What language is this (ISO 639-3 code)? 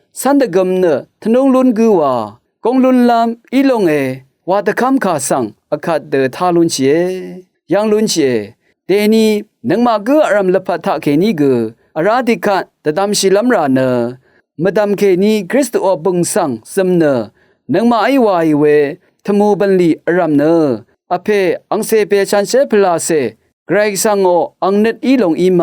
raw